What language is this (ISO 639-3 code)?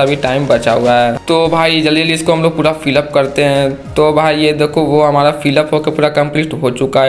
hin